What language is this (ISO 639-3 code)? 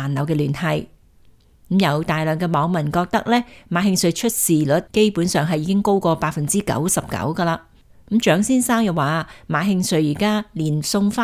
yue